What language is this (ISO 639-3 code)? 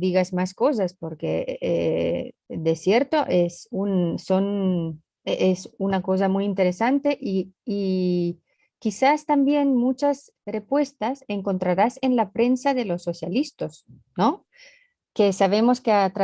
lad